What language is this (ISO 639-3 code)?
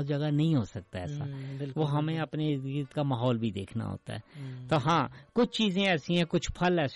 urd